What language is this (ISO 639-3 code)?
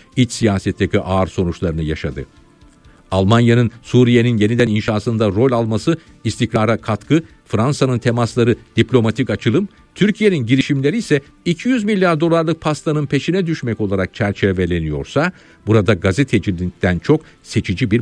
tur